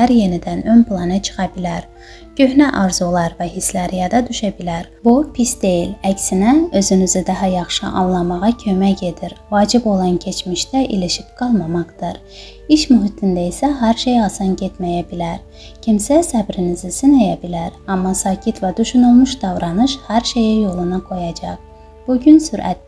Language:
Azerbaijani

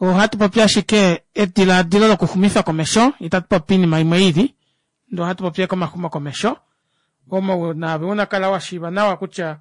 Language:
Kuanyama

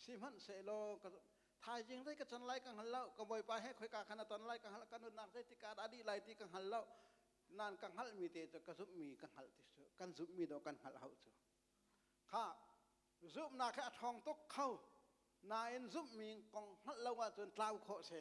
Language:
Hakha Chin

